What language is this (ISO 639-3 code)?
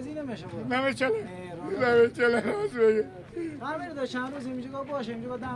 fas